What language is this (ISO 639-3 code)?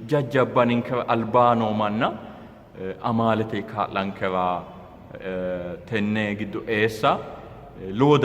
sid